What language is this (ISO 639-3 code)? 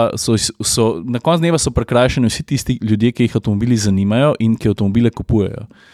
slv